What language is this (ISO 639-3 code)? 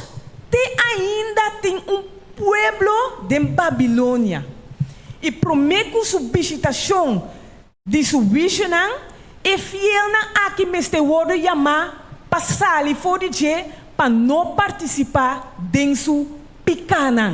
pap